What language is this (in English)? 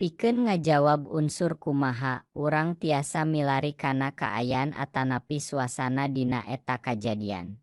Sundanese